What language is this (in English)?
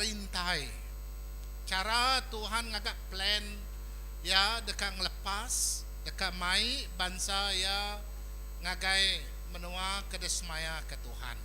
Iban